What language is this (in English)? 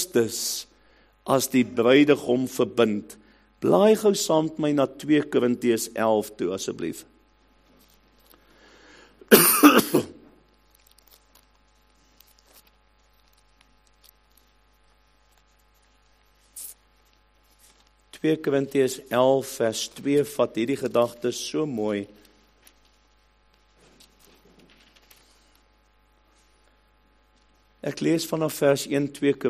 Afrikaans